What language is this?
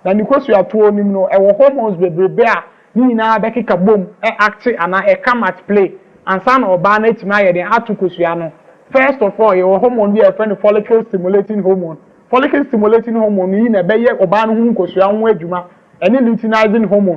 Akan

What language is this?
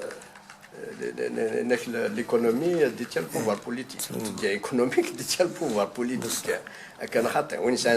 Kabyle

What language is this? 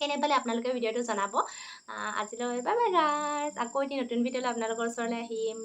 Assamese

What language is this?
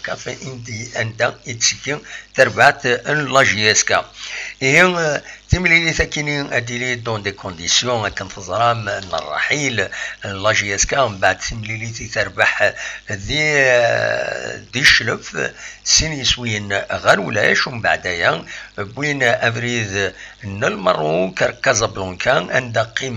Kabyle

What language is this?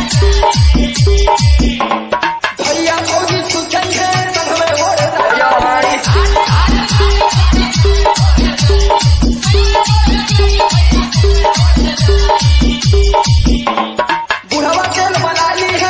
Bhojpuri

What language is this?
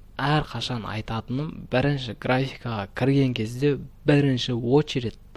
Kazakh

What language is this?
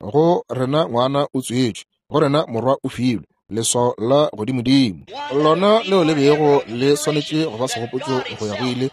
Northern Sotho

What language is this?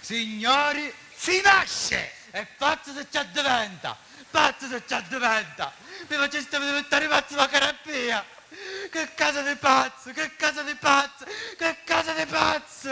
Sicilian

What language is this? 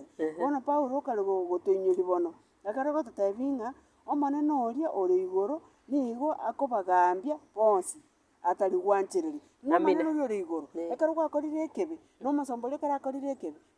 Gusii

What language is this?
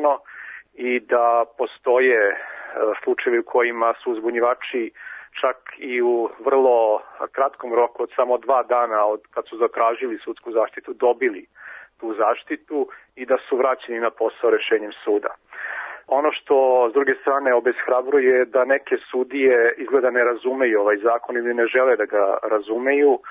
Serbian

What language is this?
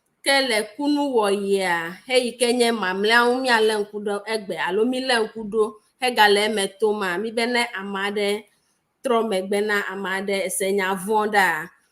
Ewe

